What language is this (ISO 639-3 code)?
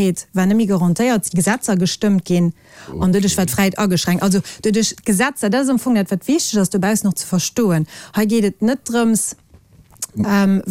ltz